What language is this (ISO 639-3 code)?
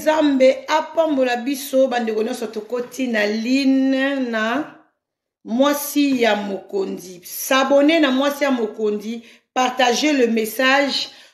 lin